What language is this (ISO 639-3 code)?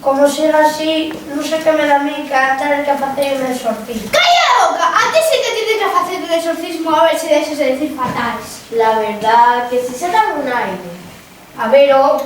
ast